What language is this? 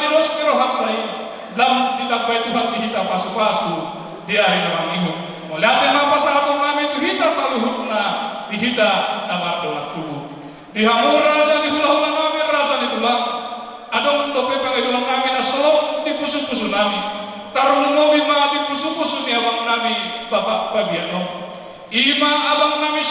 Batak Toba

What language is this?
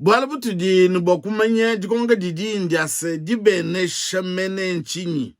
Luba-Lulua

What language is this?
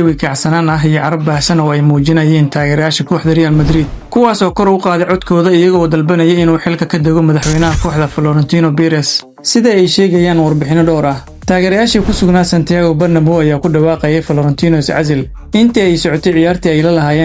Somali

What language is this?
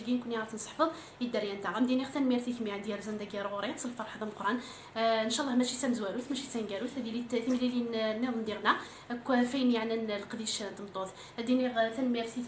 Kabyle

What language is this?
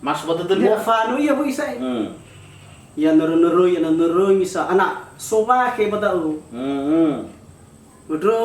Nias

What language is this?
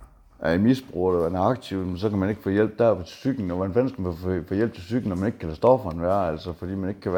Danish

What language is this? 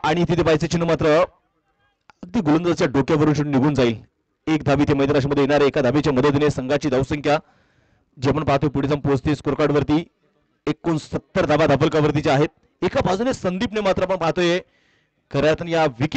Marathi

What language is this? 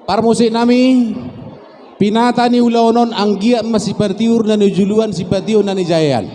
Batak Toba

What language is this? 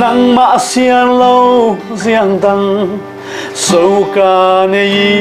Falam Chin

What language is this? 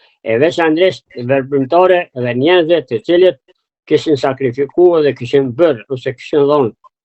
Albanian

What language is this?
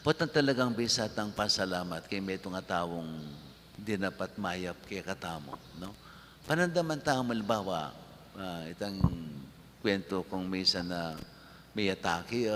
Pampanga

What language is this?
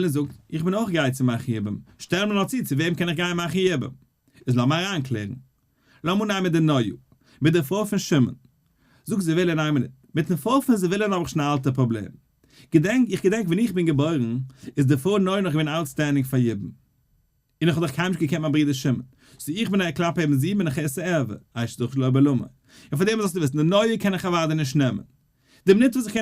Yiddish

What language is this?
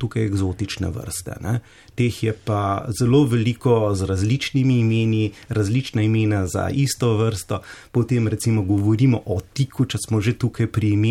Slovenian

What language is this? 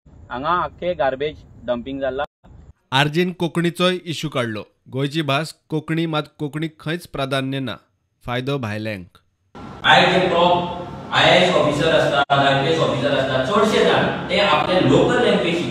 Konkani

